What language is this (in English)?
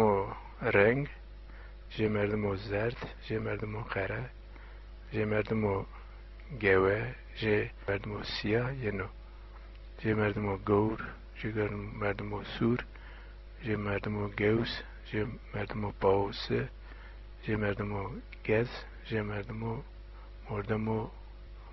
Zaza